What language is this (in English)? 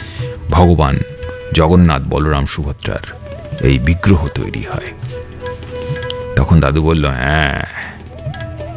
Bangla